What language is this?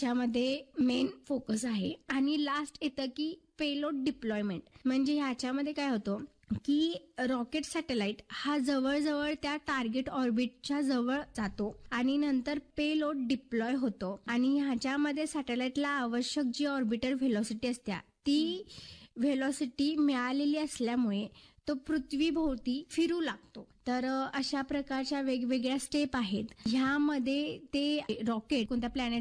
Marathi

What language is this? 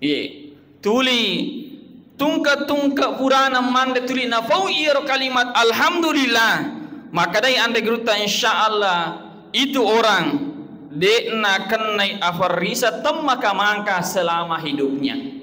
Buginese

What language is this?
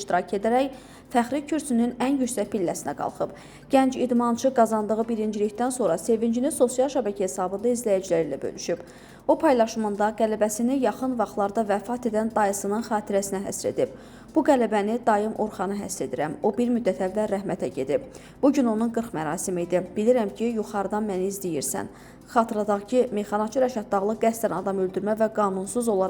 Azerbaijani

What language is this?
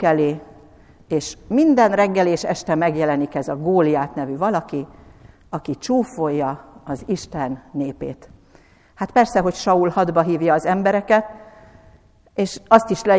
Hungarian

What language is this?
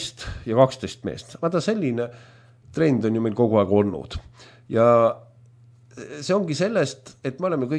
Estonian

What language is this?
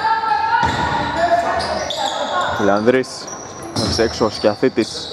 Greek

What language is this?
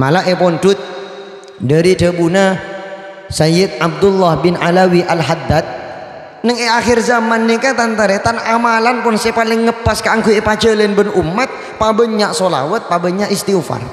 Madurese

